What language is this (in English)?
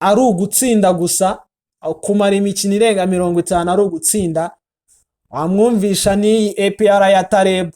Kinyarwanda